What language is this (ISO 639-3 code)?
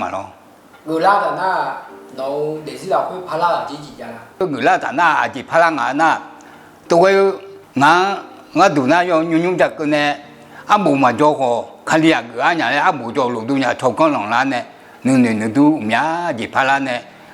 ahk